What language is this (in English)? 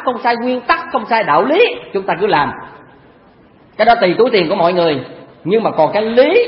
Vietnamese